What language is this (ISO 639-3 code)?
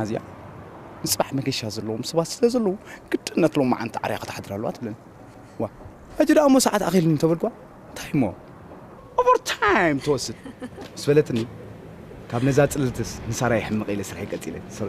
tir